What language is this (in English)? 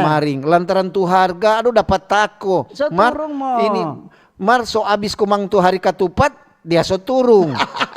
Manado Malay